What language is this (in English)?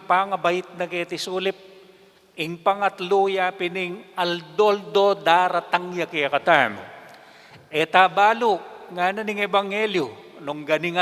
Pampanga